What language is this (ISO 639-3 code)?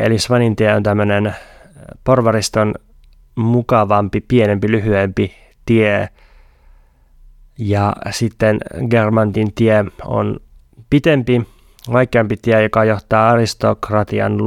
fin